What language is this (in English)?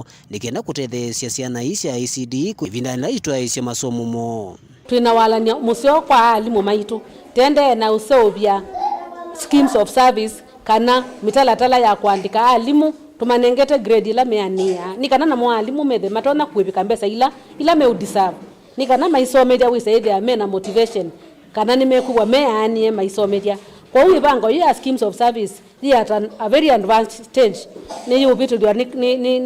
Kamba